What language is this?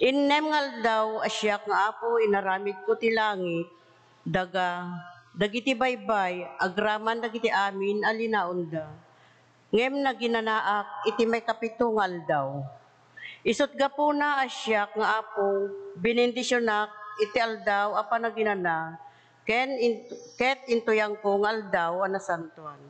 Iloko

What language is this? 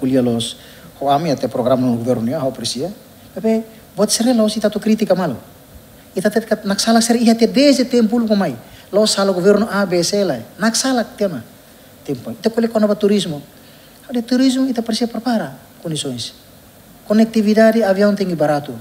Tetum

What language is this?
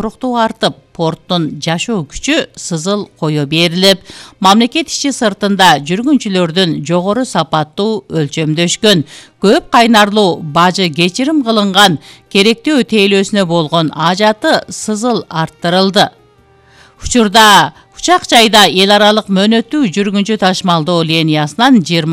Kyrgyz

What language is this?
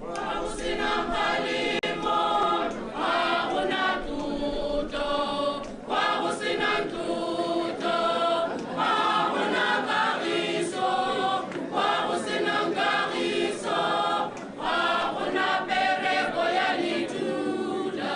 Tswana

